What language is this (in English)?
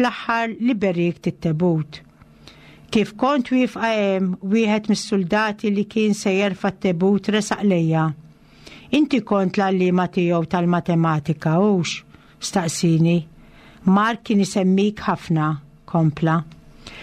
Maltese